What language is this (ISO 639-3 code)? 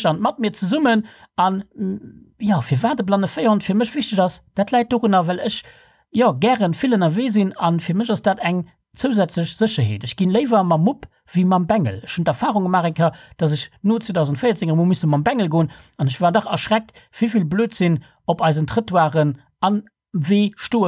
ltz